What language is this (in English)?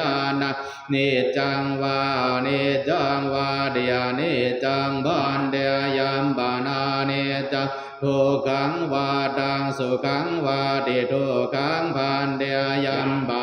Pali